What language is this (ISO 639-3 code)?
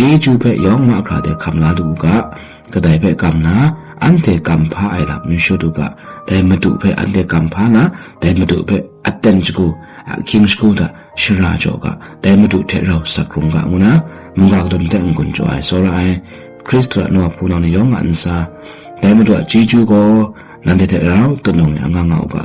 kac